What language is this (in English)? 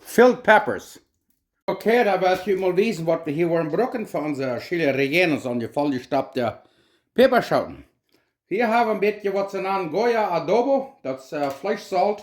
Plautdietsch